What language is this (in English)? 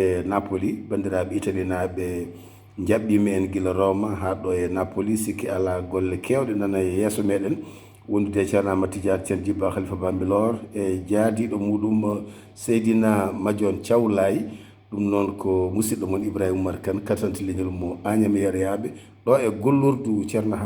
Fula